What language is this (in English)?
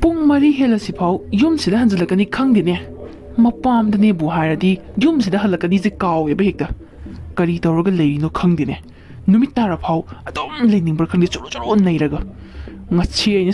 Manipuri